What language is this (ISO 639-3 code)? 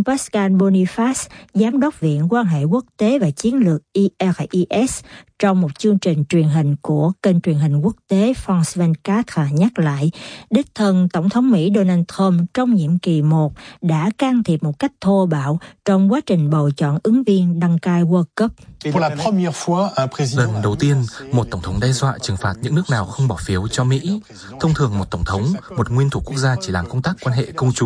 vie